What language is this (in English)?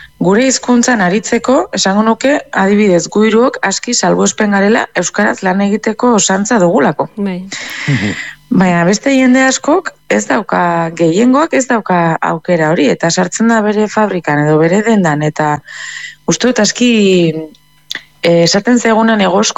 Basque